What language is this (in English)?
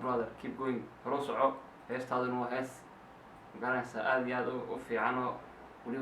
Somali